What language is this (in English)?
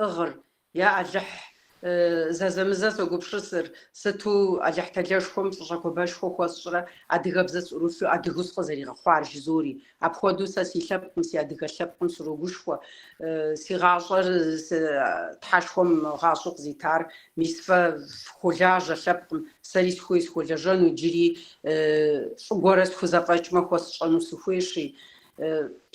Kabardian